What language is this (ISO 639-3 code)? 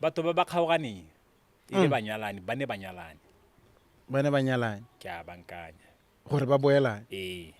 tsn